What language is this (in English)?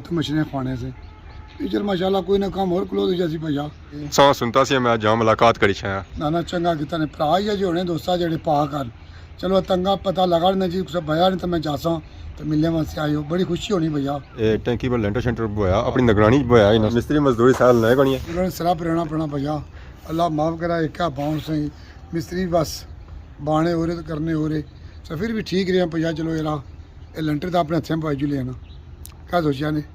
Pahari-Potwari